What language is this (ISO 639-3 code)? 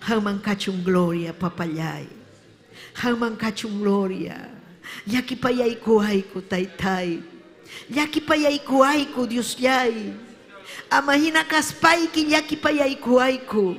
quy